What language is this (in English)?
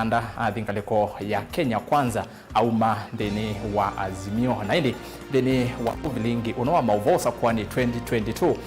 Kamba